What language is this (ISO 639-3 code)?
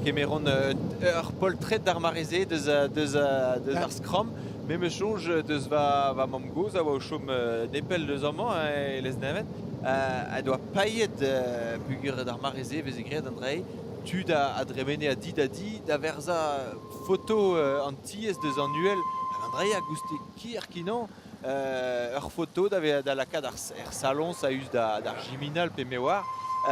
bre